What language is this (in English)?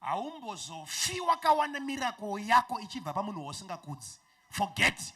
Shona